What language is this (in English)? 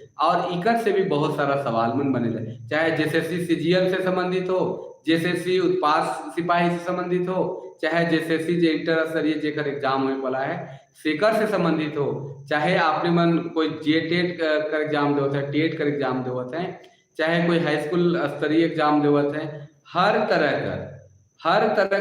Sadri